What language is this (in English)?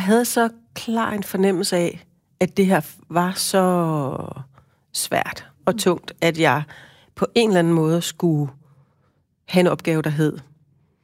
Danish